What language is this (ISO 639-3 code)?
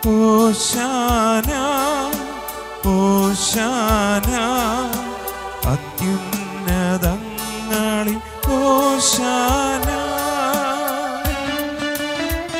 mal